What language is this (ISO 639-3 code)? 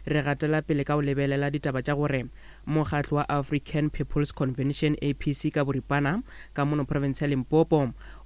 nso